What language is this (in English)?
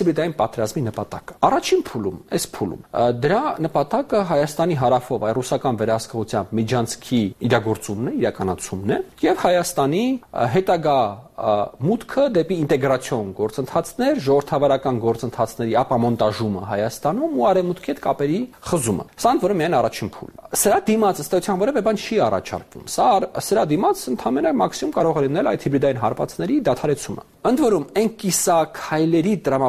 Armenian